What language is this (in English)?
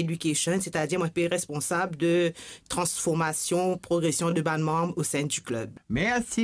Morisyen